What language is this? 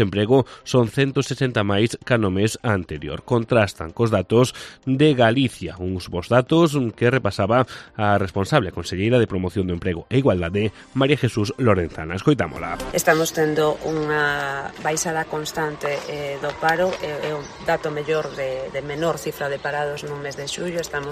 Galician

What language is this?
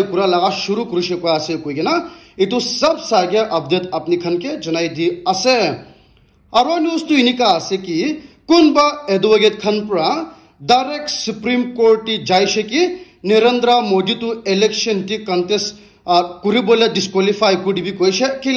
Naga Pidgin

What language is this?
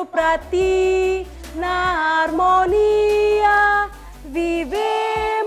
Tetum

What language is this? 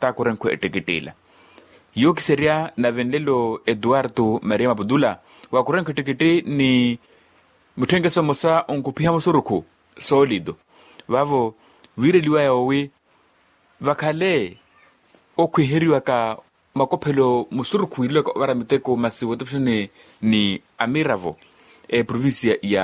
Makhuwa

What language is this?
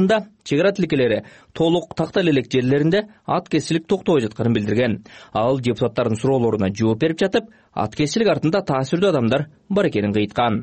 Kyrgyz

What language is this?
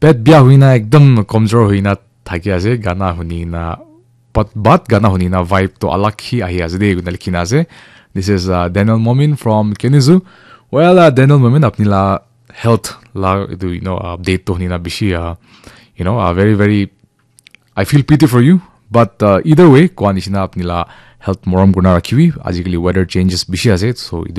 Naga Pidgin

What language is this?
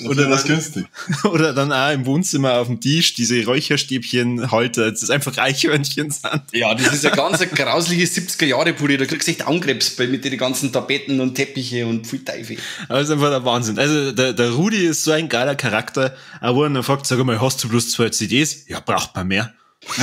Bavarian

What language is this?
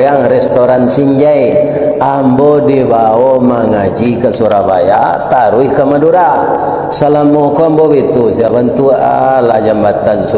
Minangkabau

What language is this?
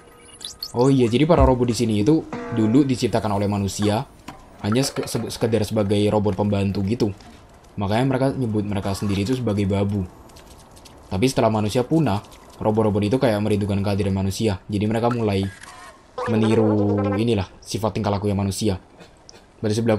Indonesian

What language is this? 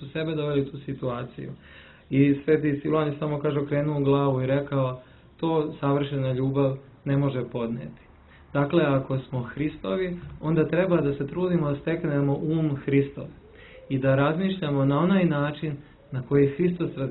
Serbian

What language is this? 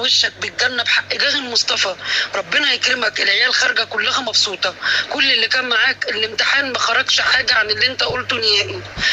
Egyptian Arabic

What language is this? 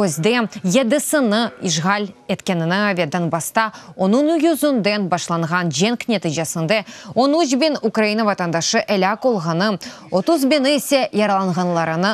Crimean Tatar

